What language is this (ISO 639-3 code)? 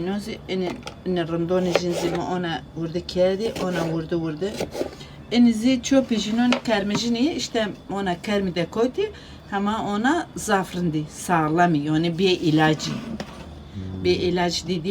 zza